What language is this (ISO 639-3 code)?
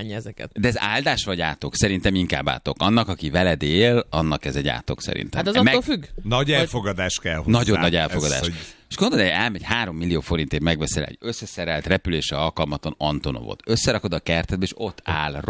hun